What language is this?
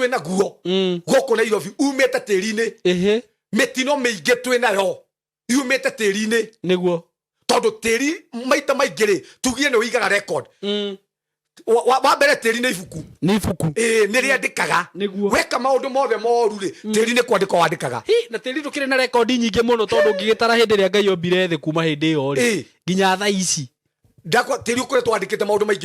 Kikuyu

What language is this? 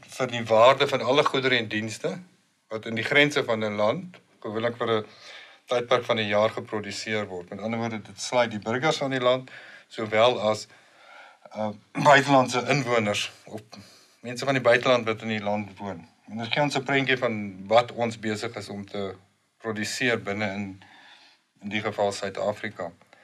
Afrikaans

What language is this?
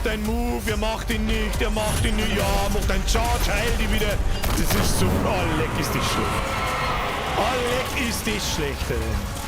Bavarian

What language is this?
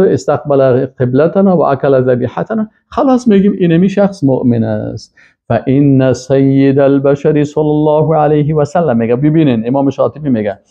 Persian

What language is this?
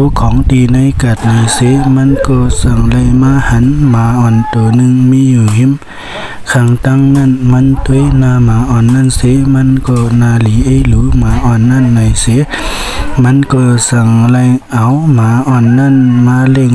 Shan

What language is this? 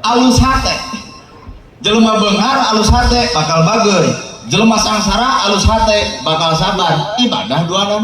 Sundanese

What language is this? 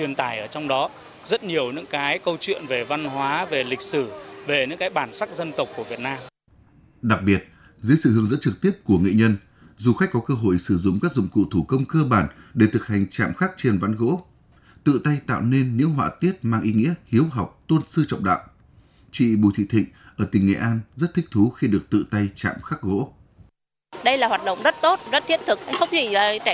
Vietnamese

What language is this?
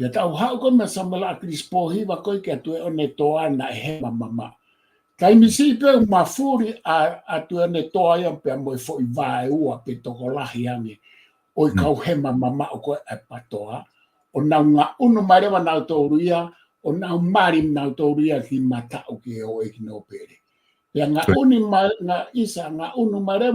Tongan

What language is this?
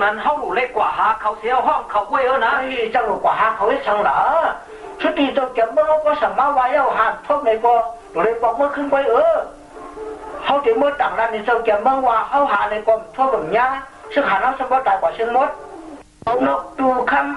Shan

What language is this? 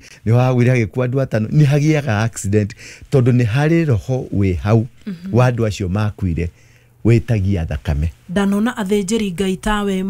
Kikuyu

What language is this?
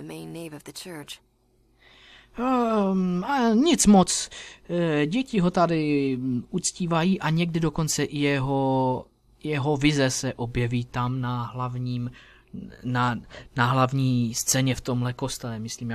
Czech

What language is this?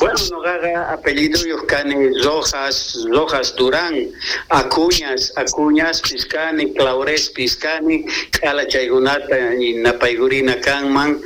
South Bolivian Quechua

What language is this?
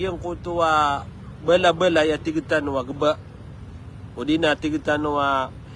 Maranao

